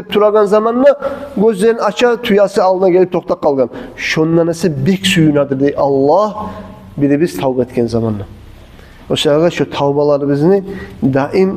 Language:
Kumyk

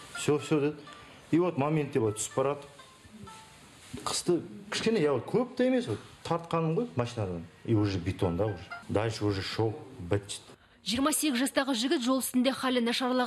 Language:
Kazakh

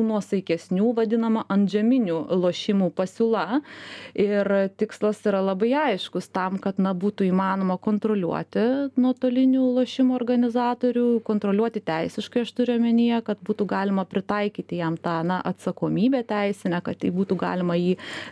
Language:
Lithuanian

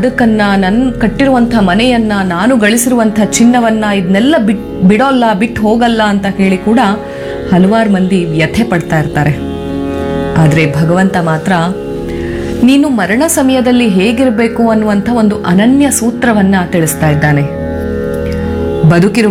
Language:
Kannada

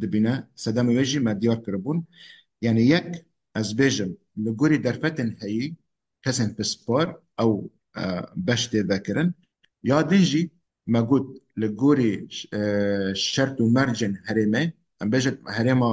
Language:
Kurdish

